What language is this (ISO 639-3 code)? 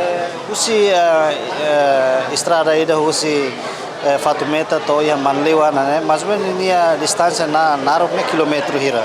tet